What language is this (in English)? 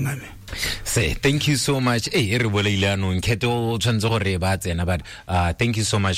Tswana